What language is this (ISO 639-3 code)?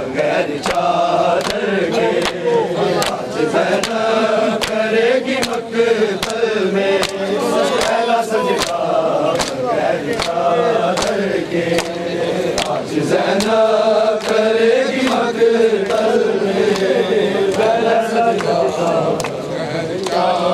urd